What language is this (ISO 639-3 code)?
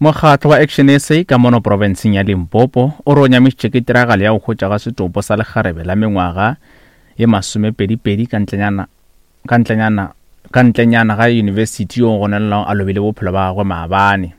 nso